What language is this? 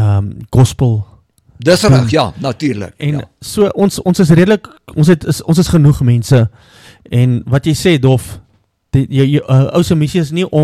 Afrikaans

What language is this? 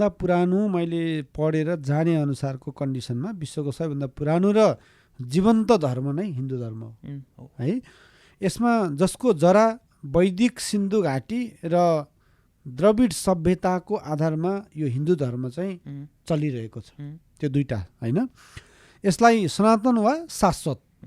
Nepali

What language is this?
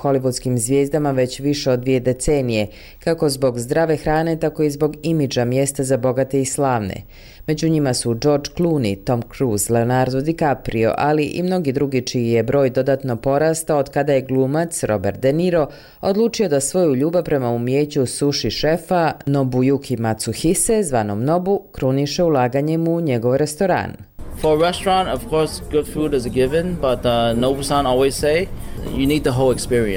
Bosnian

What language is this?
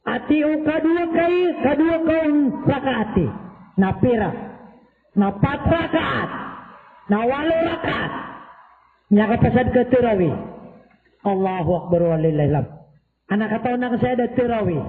Maranao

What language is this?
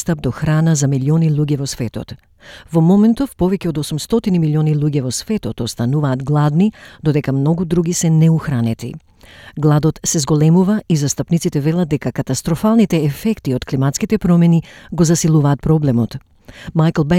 Macedonian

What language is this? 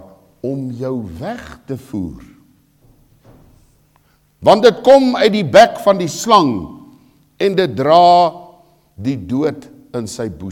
Afrikaans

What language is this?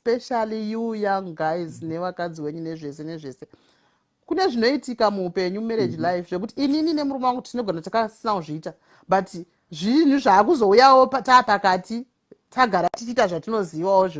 Shona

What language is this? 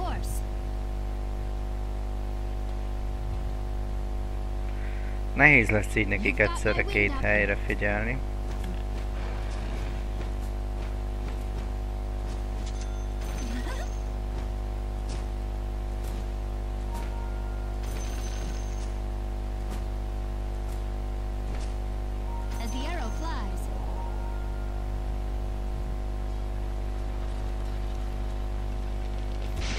Hungarian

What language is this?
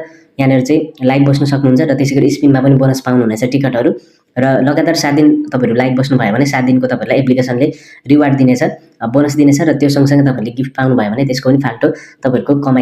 Nepali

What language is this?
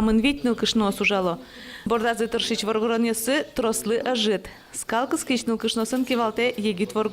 Udmurt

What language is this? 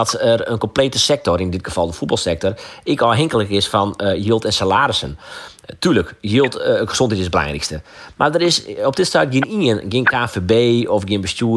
Western Frisian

